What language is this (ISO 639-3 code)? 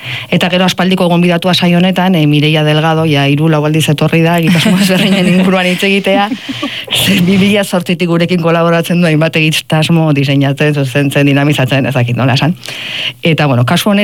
eus